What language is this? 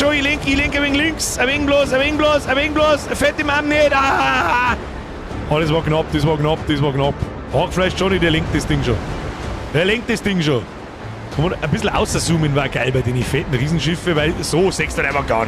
Bavarian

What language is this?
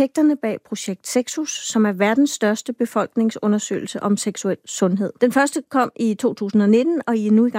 Danish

